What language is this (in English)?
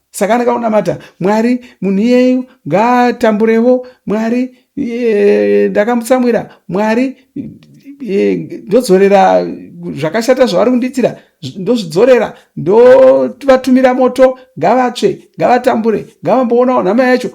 Shona